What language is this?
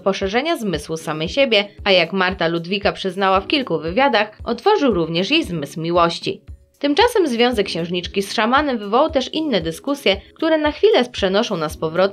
Polish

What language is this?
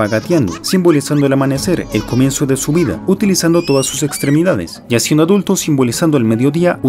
Spanish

